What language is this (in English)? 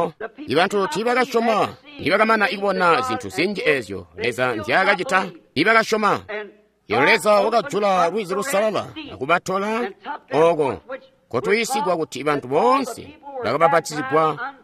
Tonga (Zambia)